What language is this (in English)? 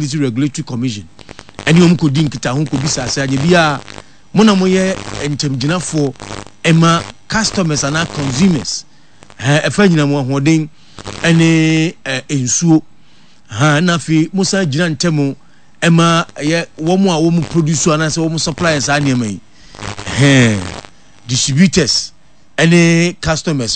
Akan